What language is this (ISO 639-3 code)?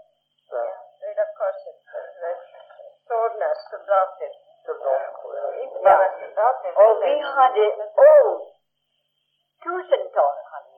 swe